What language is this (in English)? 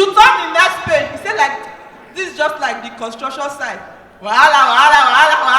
Nigerian Pidgin